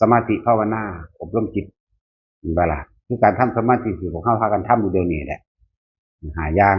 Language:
Northeastern Thai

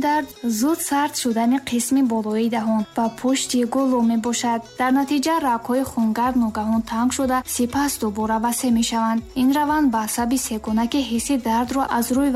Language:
Tajik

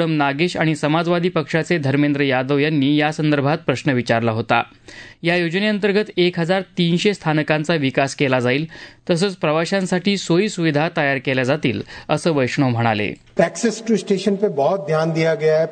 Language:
Marathi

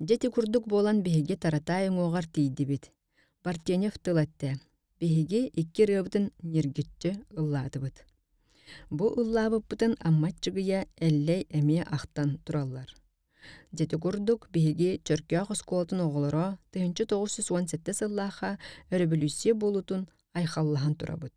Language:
Yakut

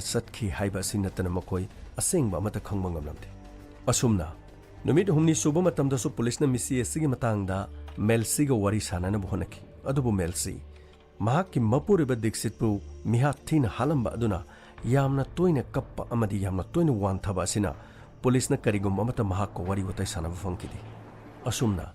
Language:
Manipuri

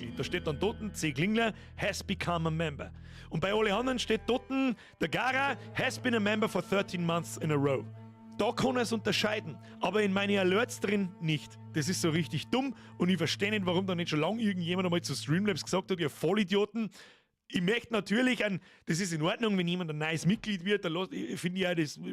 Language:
Bavarian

